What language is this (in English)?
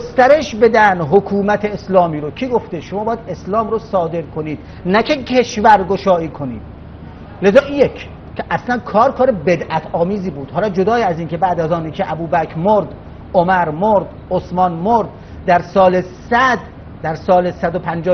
Persian